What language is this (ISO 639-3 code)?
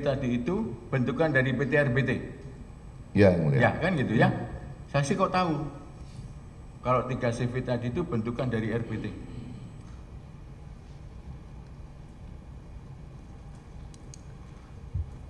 ind